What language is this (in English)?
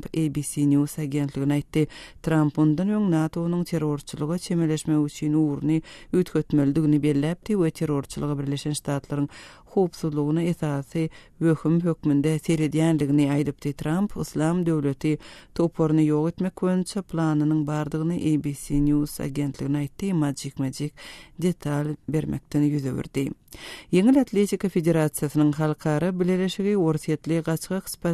Turkmen